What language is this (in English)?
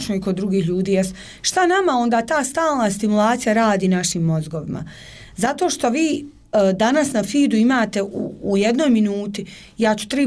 Bosnian